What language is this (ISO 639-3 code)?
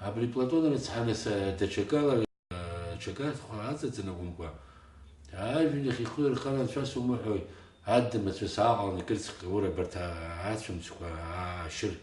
abk